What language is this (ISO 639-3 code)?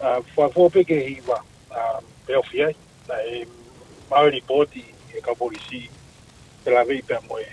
ton